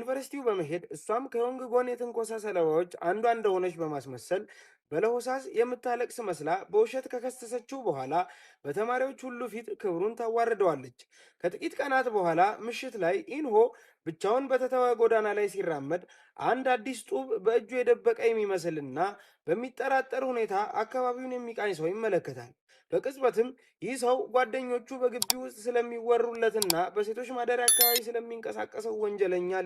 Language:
Amharic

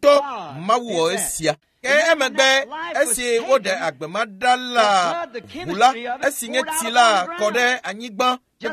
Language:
Ewe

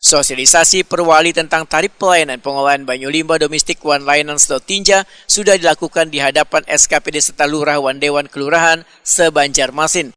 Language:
Banjar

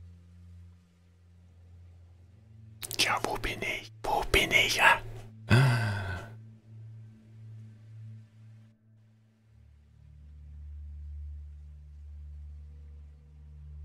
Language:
German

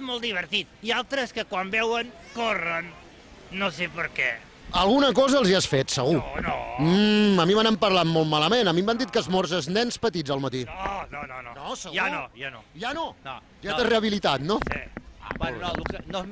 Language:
Catalan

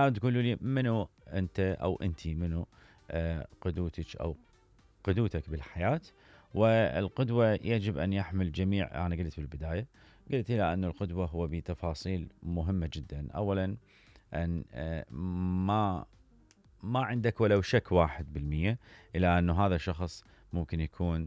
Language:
Mesopotamian Arabic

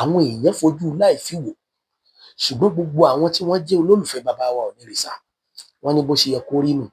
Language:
Yoruba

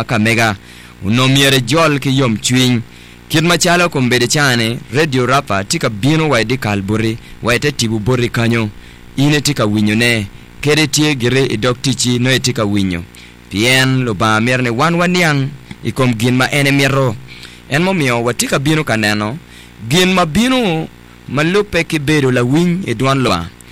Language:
Acoli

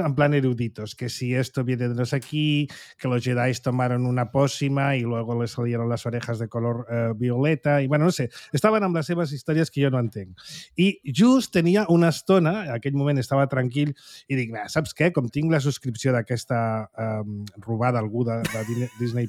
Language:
Catalan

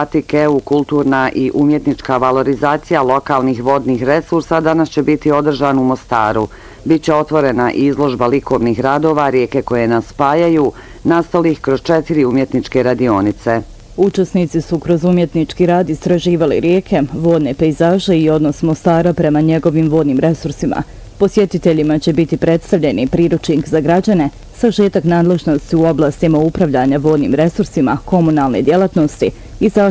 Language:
Bosnian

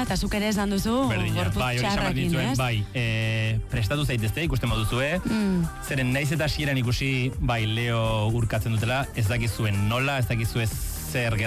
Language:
Basque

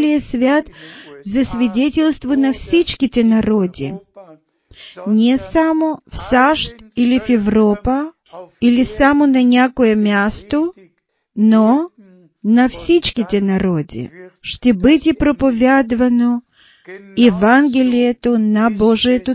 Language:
Bulgarian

